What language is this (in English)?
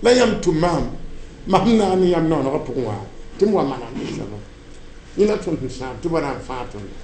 Mossi